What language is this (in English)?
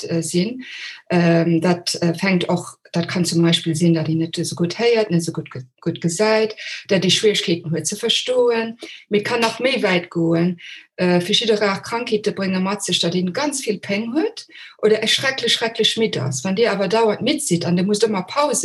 Luxembourgish